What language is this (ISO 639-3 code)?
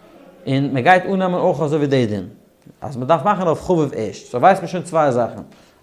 yid